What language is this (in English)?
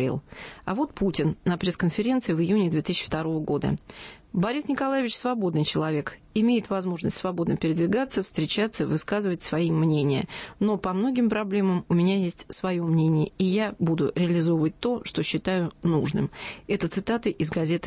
Russian